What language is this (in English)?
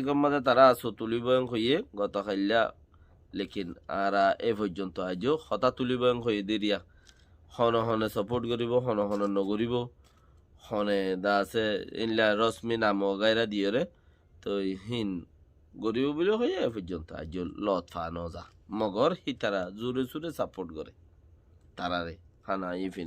Rohingya